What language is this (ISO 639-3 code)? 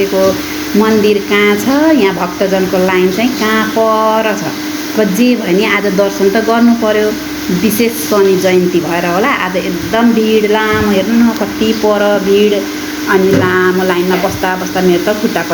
nep